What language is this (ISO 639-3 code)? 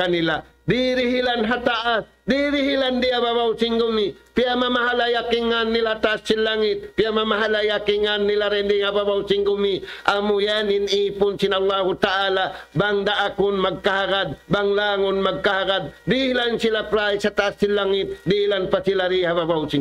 tsg